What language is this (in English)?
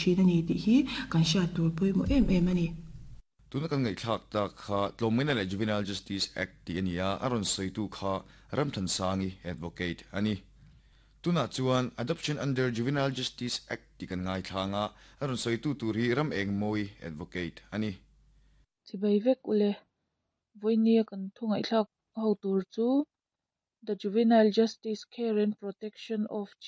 Mizo